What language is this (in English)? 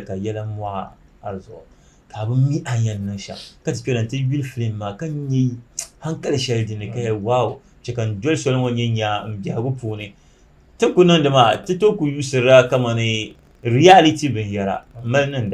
Dagbani